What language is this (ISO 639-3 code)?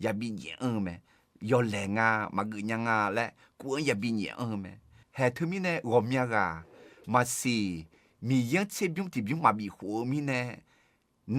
ahk